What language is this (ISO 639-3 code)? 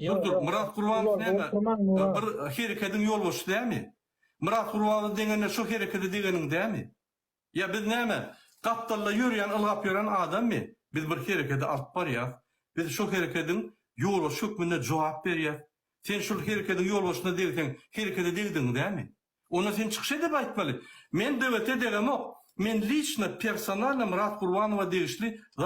tuk